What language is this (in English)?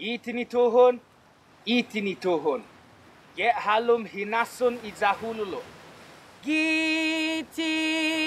Chamorro